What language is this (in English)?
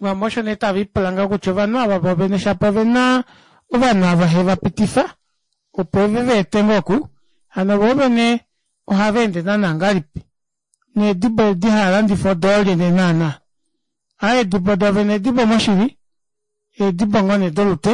Kuanyama